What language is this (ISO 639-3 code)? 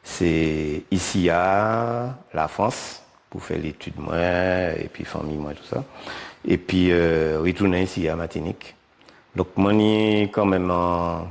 gcf